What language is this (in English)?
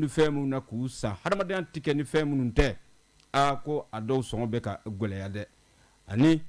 Bambara